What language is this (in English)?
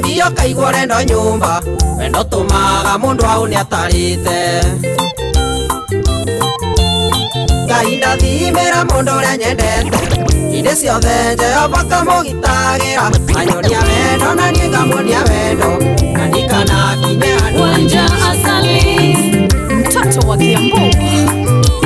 Kikuyu